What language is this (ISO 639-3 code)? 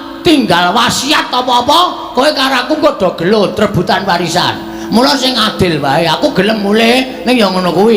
jav